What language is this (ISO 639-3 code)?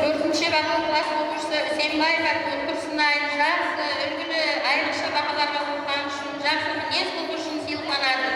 kaa